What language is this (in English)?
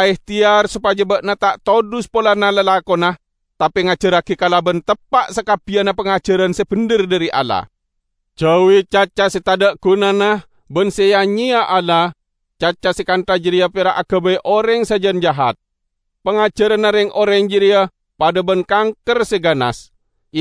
Madurese